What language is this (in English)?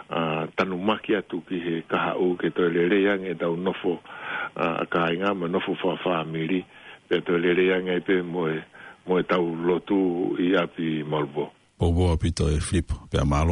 Tongan